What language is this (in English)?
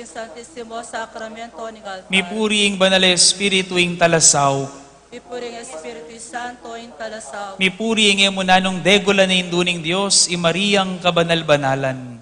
Pampanga